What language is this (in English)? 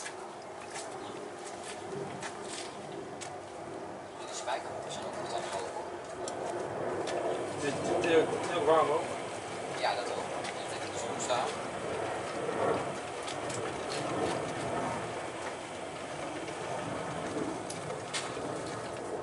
Dutch